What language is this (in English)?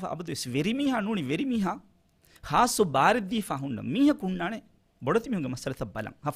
Divehi